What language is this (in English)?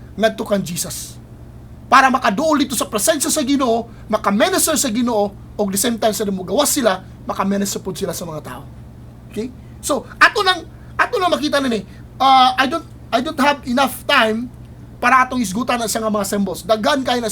Cebuano